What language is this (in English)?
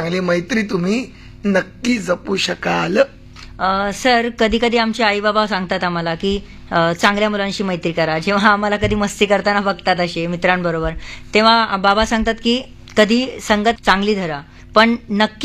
Marathi